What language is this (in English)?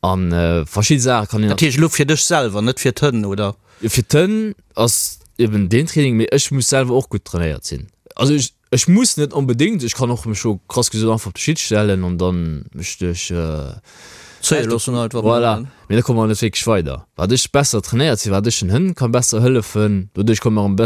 Luxembourgish